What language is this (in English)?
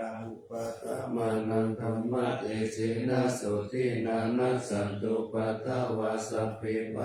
Pali